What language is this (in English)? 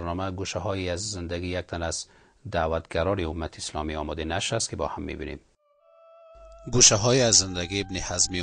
Persian